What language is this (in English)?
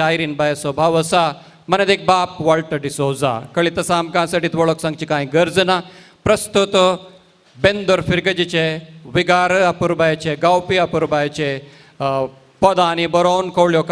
Konkani